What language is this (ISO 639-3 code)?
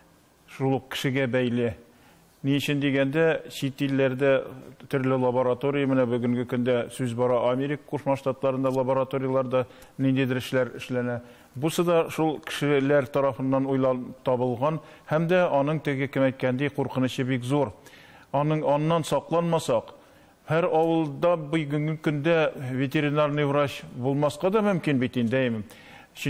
tat